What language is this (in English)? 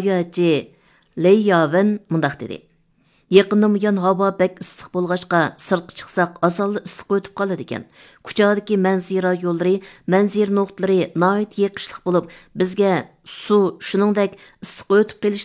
Uyghur